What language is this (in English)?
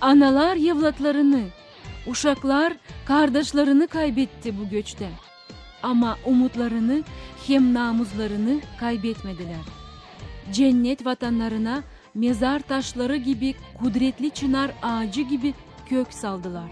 Gagauz